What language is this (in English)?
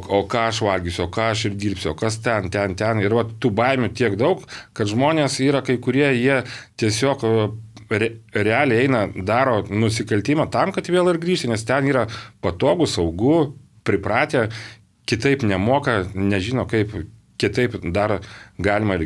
Lithuanian